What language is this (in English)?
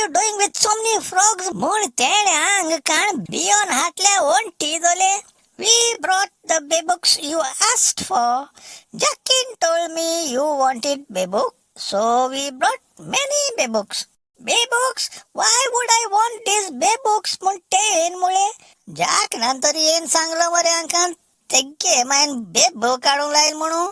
Konkani